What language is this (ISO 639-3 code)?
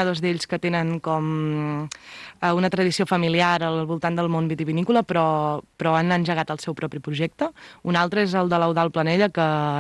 cat